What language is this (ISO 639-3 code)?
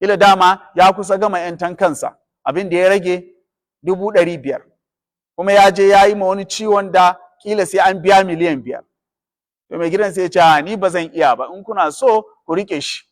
hau